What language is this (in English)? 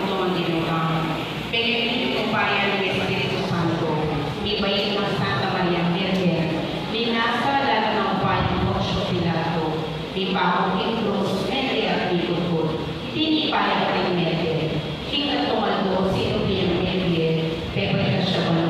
Pampanga